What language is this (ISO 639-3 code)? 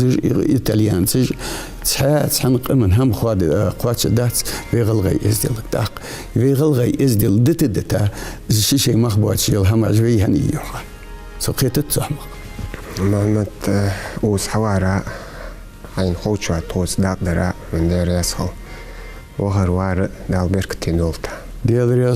inh